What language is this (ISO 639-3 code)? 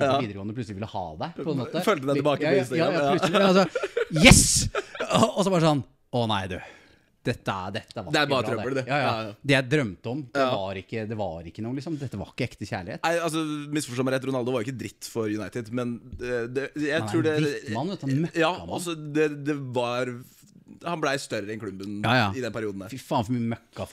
nor